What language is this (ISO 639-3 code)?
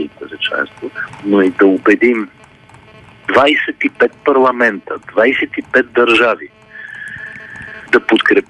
bul